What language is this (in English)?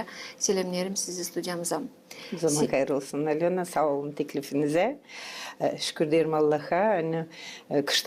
Gagauz